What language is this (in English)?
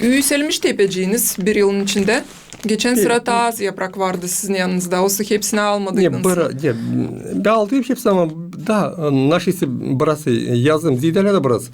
Gagauz